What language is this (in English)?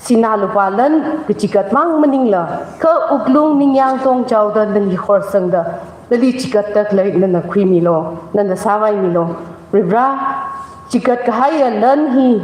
Tangkhul Naga (India)